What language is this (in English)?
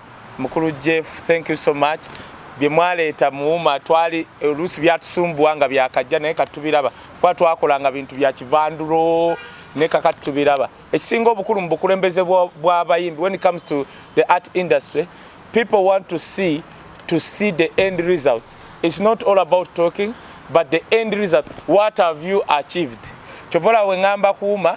Ganda